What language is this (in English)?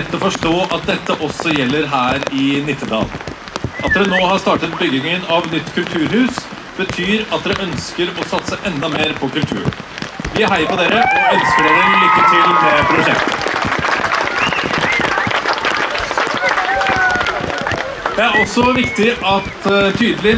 Norwegian